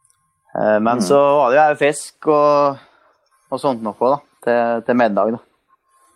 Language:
Norwegian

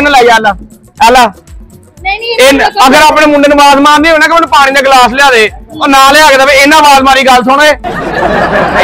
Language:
Punjabi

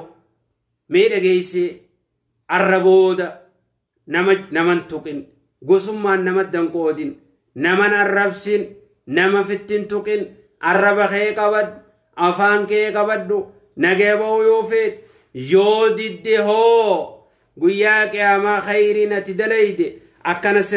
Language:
Oromo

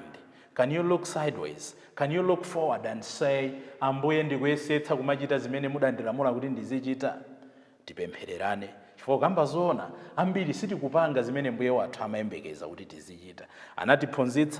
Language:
Nyanja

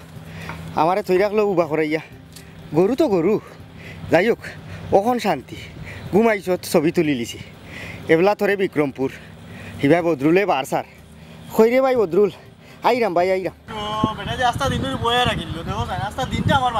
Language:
Sylheti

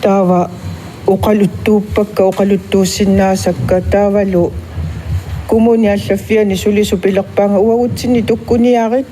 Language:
Kalaallisut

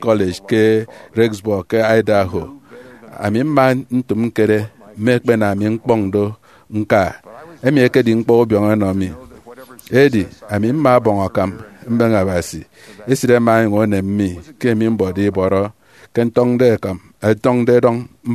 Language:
Efik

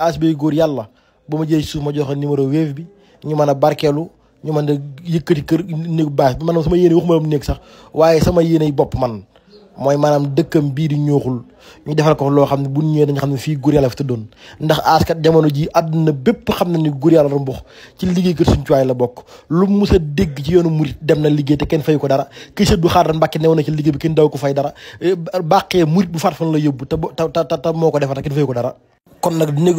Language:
Wolof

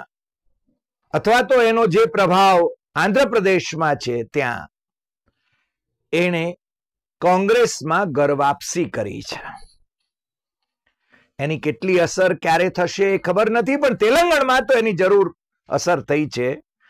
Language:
Gujarati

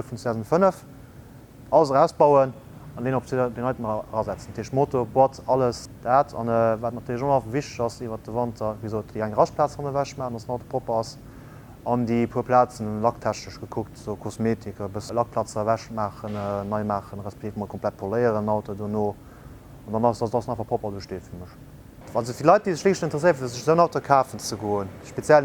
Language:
Luxembourgish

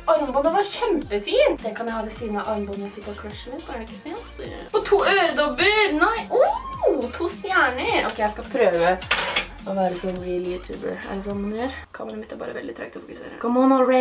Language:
Norwegian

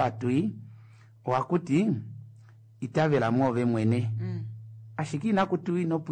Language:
Kuanyama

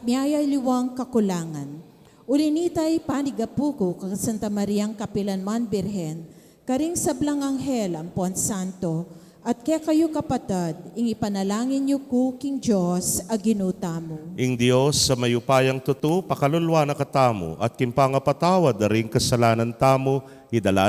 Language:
Pampanga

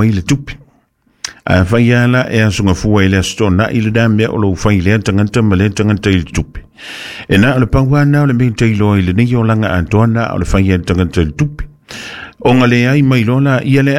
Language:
Samoan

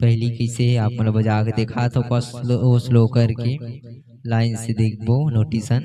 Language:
Chhattisgarhi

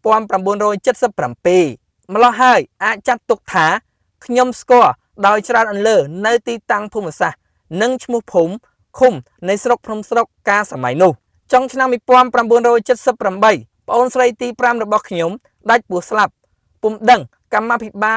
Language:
Khmer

